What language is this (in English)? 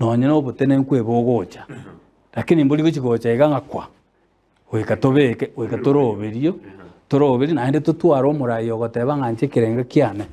Gusii